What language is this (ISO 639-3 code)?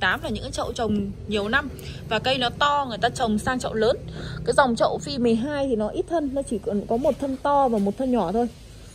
vie